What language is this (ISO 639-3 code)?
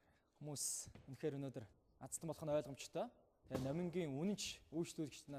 mon